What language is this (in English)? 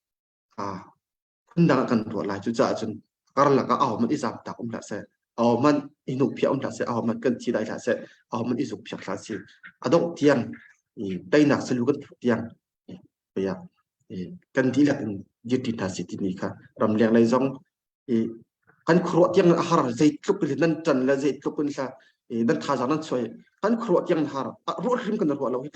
Hakha Chin